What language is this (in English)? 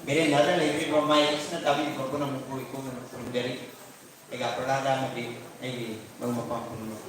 Manipuri